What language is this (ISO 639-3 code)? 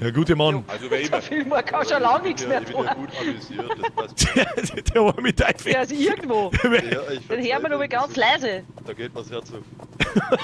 bar